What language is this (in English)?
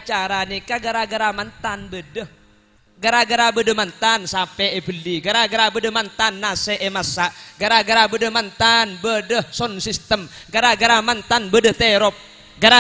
Madurese